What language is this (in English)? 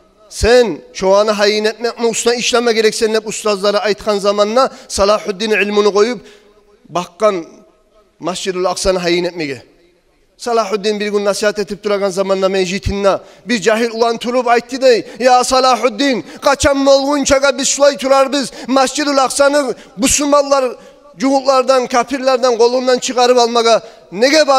Kumyk